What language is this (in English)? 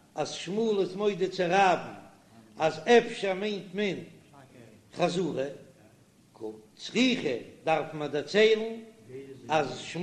Yiddish